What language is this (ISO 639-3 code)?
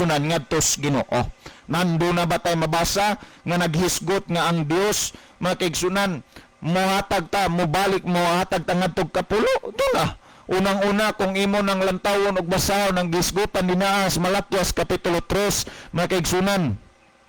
ceb